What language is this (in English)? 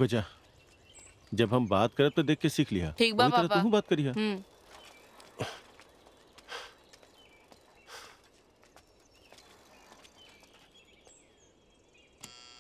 Bhojpuri